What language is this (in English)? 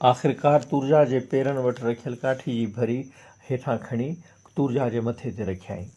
Sindhi